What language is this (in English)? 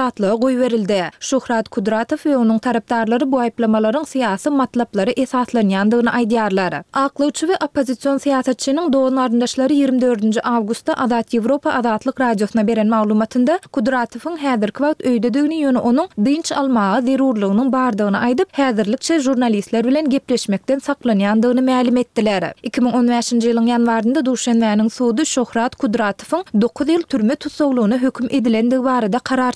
Turkmen